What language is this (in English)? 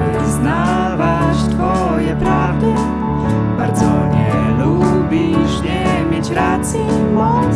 Polish